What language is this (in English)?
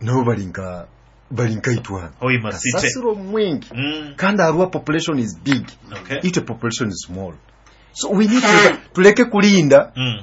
Nyoro